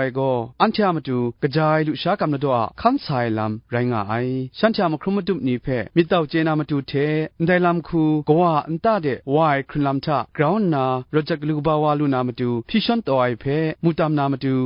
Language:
Kachin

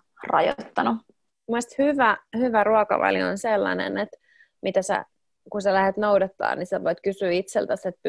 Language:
Finnish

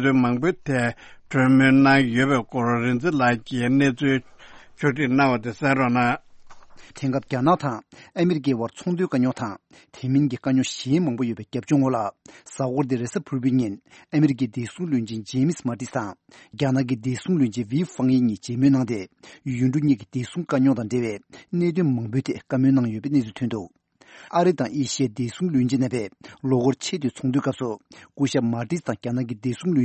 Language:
Tibetan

